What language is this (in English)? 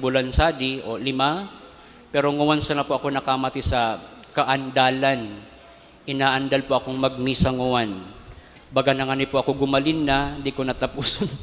Bikol